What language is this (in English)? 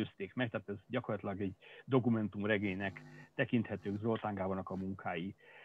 Hungarian